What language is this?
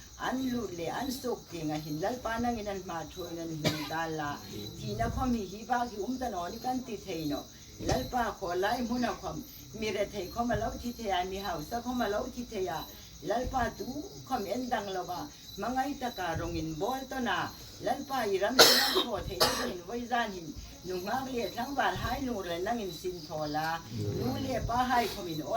Hmar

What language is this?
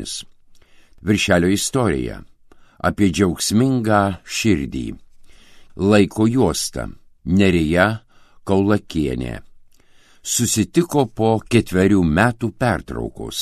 Lithuanian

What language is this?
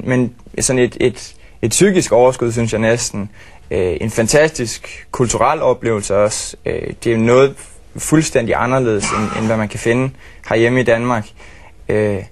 Danish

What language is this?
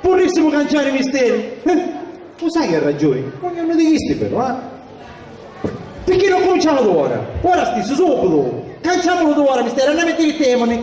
Sicilian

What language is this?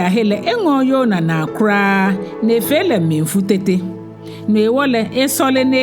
Ga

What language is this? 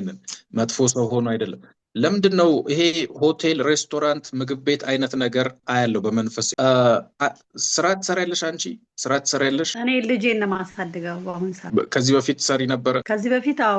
Amharic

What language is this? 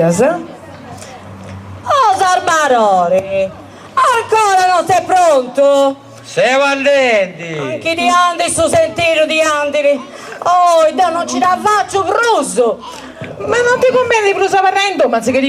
Sardinian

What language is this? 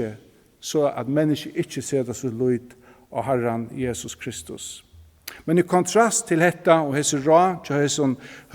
Faroese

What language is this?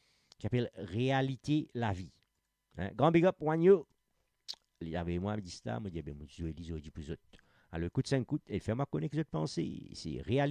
Morisyen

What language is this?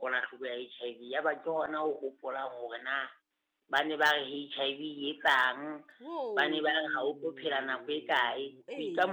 Southern Sotho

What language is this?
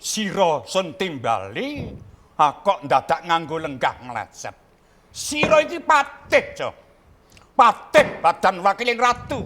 Javanese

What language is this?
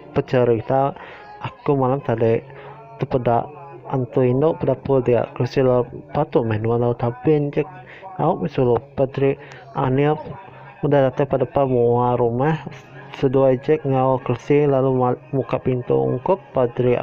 Iban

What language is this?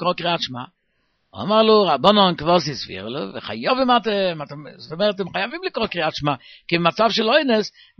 Hebrew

